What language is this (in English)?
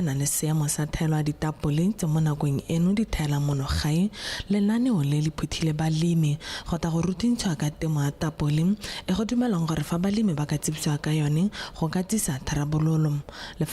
Tswana